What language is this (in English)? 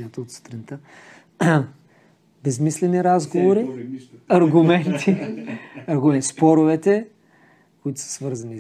Bulgarian